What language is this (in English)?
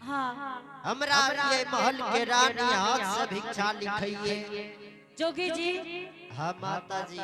Angika